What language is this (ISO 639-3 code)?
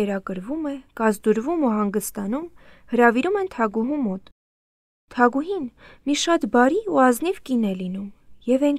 hye